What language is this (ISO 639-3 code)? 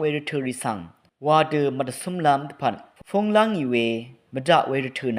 raw